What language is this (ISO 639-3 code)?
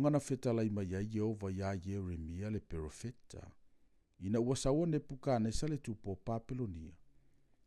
smo